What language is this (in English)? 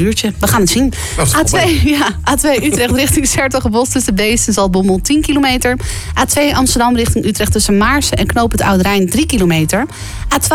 Dutch